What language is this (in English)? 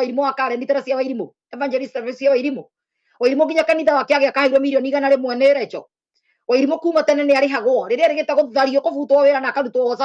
Kikuyu